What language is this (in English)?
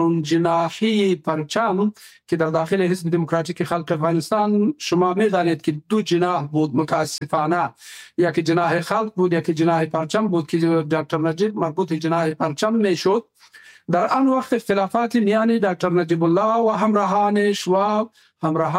Persian